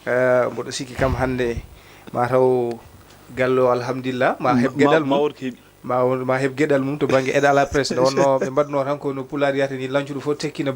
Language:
Fula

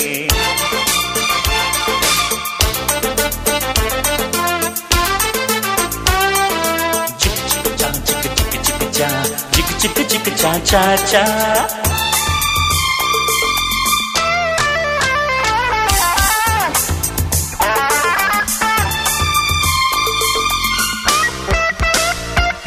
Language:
Kannada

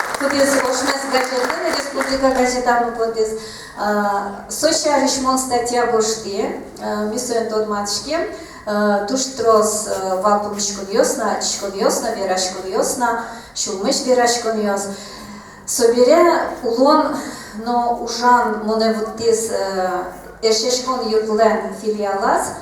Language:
Udmurt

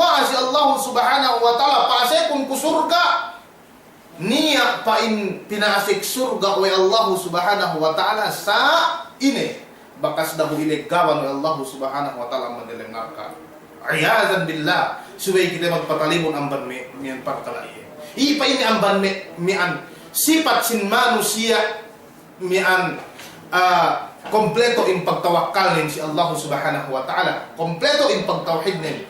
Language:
Yakan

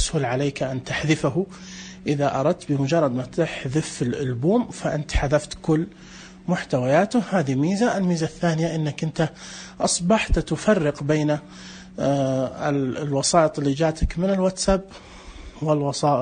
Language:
Najdi Arabic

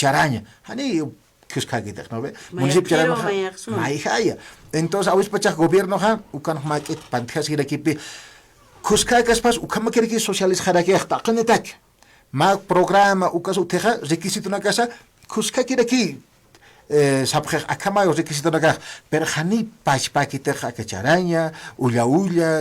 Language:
Aymara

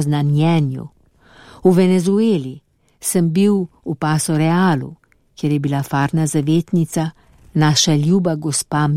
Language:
Slovenian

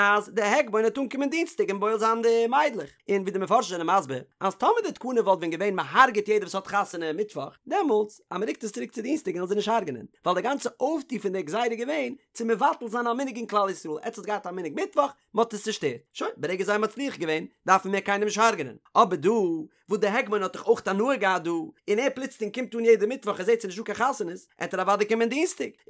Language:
Yiddish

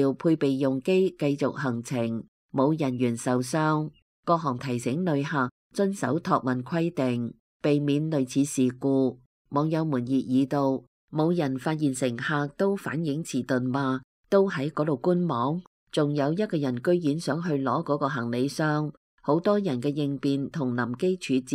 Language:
Cantonese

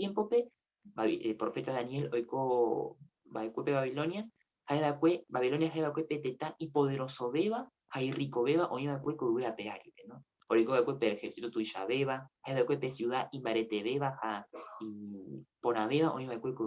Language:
Guarani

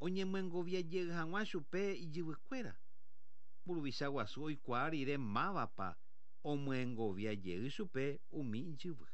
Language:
Guarani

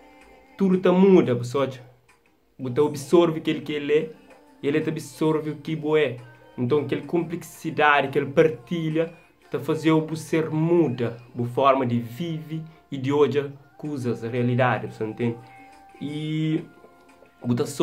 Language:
Kabuverdianu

